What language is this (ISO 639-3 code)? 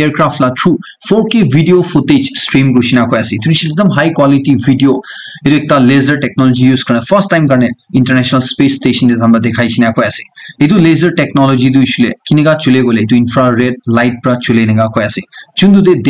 nag